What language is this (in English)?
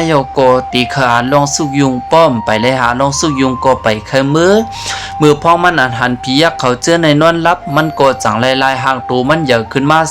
Shan